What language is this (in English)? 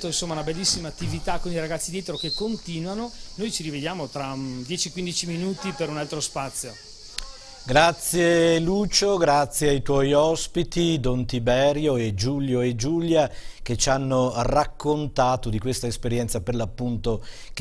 Italian